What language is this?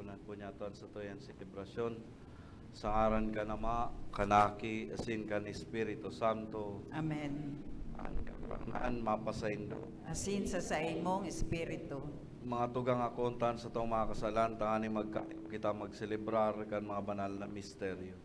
Bikol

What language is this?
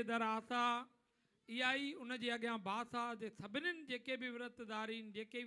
Sindhi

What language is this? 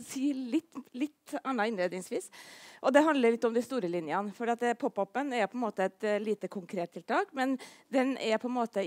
Norwegian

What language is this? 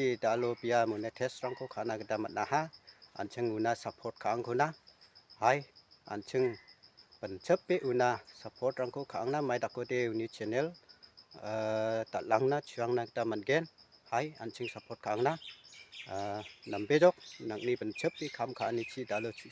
Garo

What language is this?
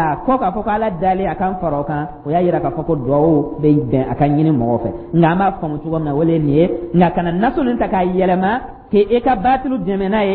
Dyula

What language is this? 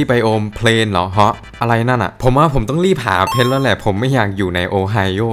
Thai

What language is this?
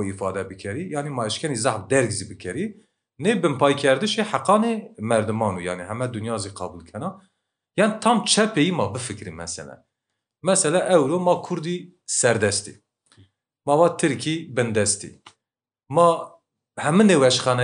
Kurdish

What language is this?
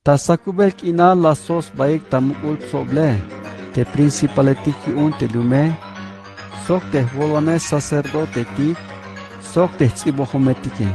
Tzeltal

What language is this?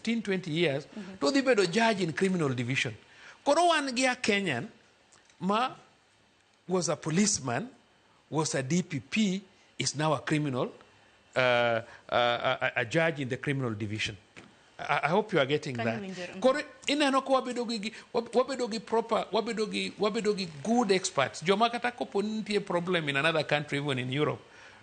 Luo (Kenya and Tanzania)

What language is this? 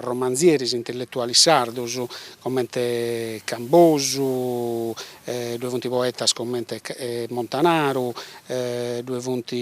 Sardinian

